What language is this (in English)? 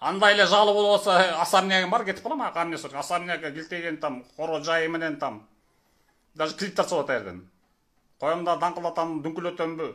Kyrgyz